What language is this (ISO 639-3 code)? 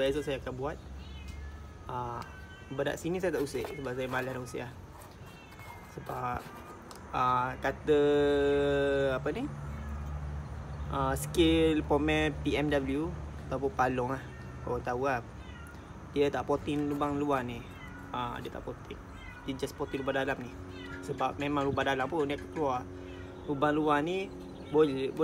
msa